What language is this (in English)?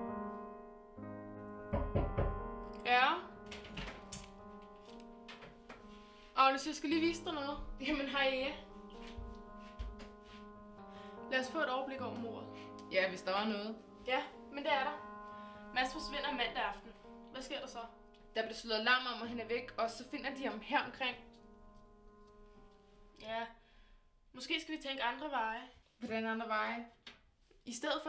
Danish